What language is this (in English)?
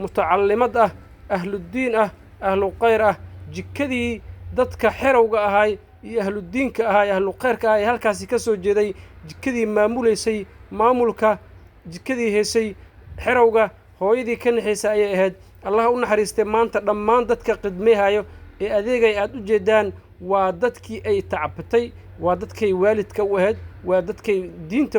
Somali